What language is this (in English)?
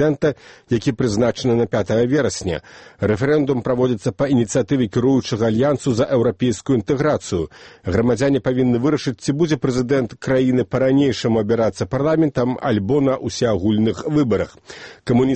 Belarusian